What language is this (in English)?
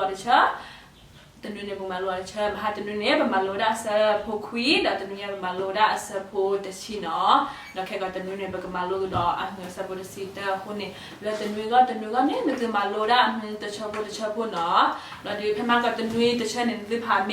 S'gaw Karen